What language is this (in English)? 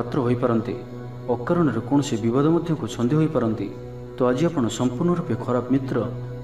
Odia